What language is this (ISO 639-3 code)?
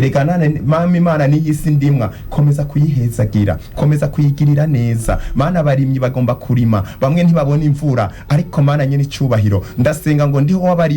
run